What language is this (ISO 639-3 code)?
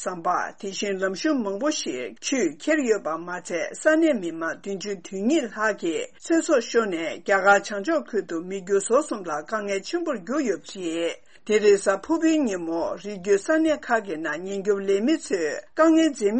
bod